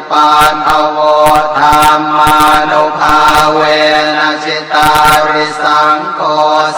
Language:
Pali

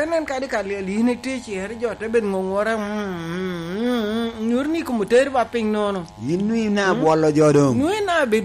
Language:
Lango (Uganda)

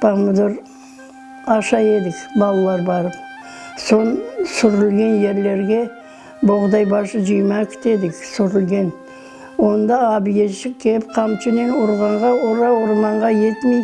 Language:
Crimean Tatar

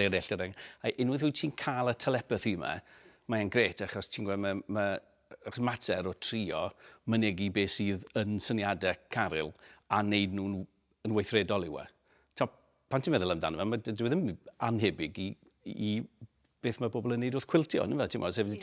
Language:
Welsh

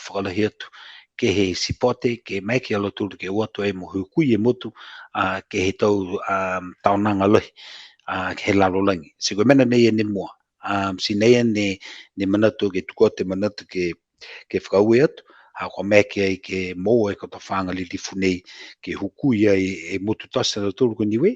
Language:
Niuean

